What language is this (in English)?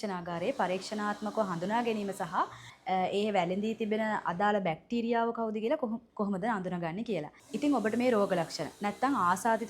Sinhala